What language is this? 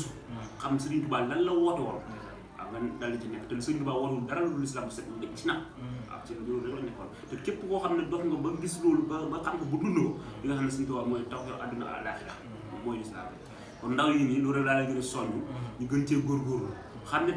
Wolof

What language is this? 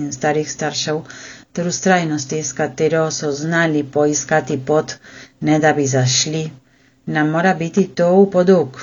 Slovenian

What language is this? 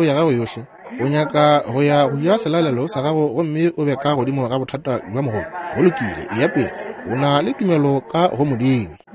Northern Sotho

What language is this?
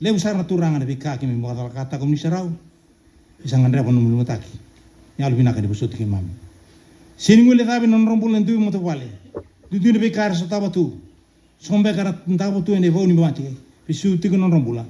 Fijian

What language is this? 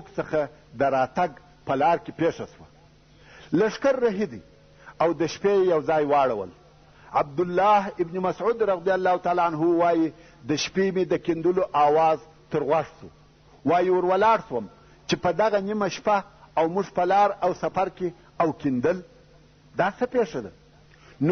Pashto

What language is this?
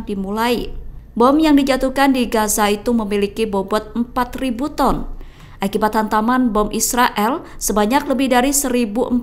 Indonesian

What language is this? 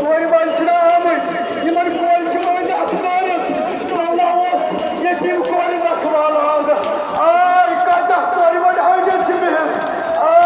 Kashmiri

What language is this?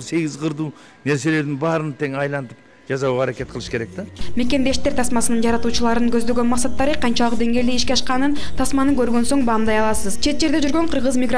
Kyrgyz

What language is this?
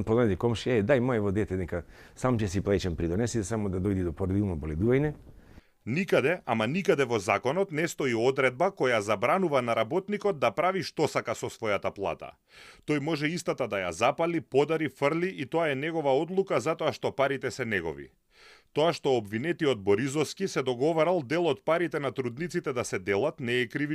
Macedonian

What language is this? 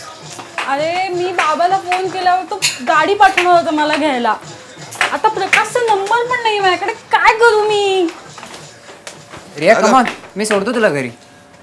Marathi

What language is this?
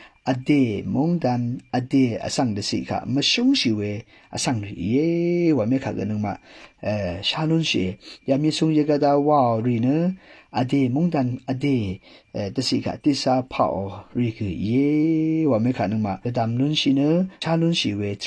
Rawang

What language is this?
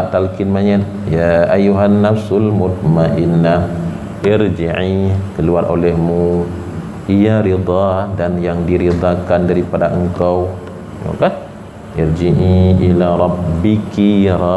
Achinese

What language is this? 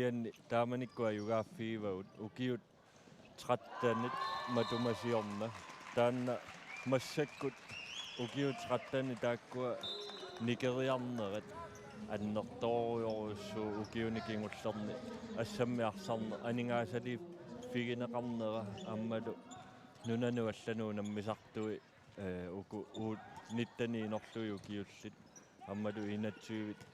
Kalaallisut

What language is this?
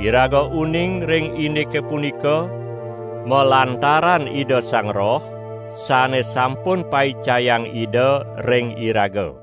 Balinese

